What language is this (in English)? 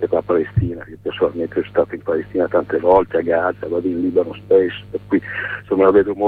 Italian